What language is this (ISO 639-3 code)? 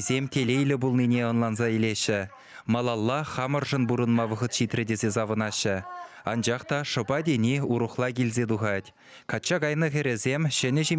chv